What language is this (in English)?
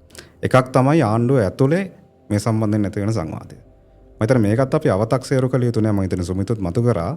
Sinhala